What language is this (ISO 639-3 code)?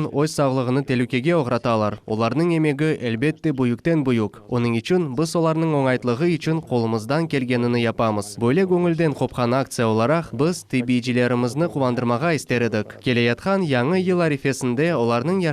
crh